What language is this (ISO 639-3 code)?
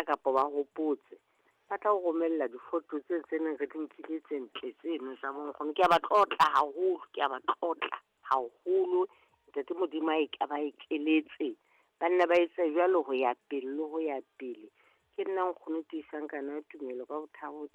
sot